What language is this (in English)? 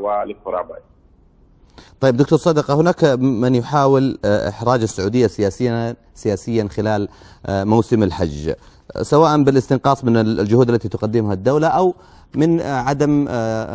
Arabic